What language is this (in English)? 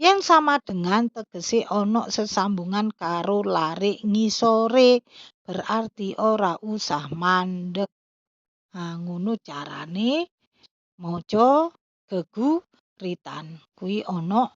Javanese